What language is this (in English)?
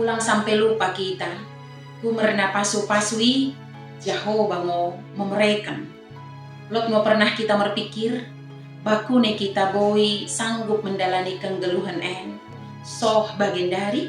Batak Dairi